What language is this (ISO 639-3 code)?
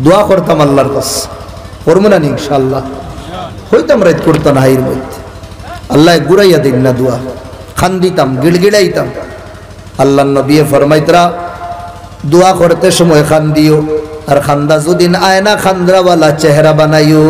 syl